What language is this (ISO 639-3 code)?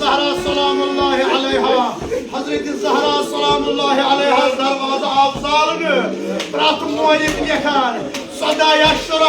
kas